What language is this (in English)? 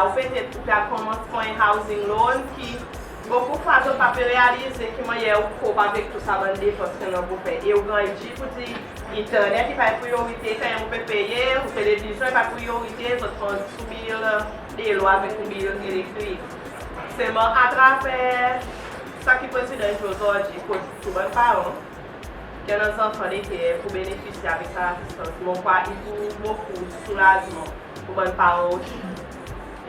Seselwa Creole French